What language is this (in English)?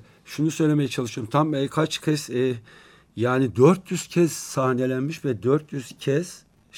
Turkish